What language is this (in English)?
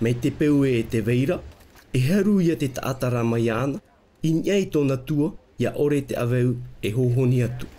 Tahitian